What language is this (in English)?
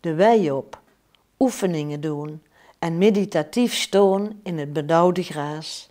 Limburgish